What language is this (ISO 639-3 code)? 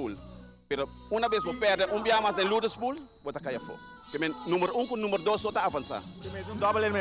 pap